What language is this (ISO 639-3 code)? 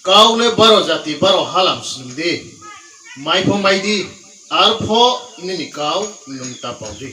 ria